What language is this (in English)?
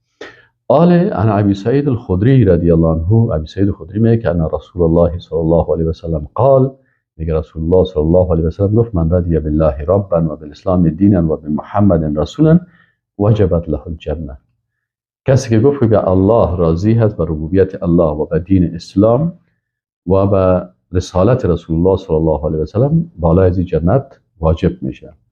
Persian